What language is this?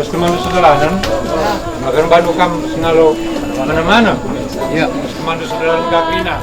Batak Karo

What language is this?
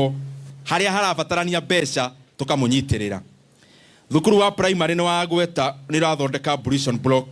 Kikuyu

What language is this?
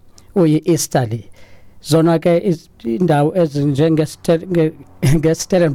Xhosa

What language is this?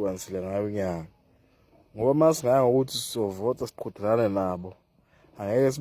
Zulu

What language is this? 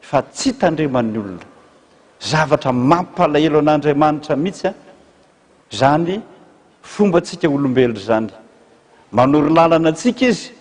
Malagasy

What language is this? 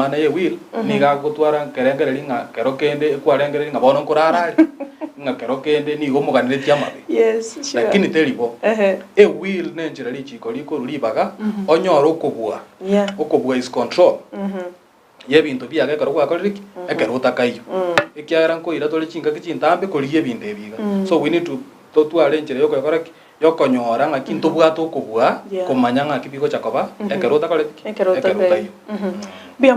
Gusii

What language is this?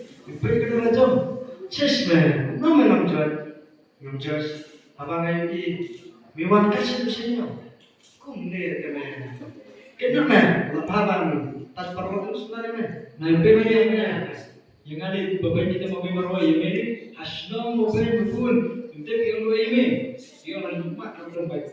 Khasi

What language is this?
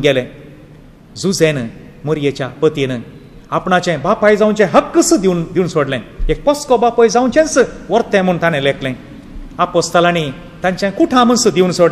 Konkani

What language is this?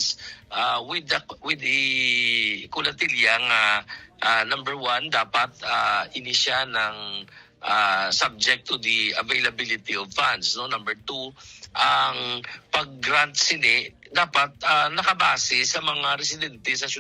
Hiligaynon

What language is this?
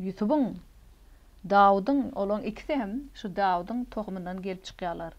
Turkmen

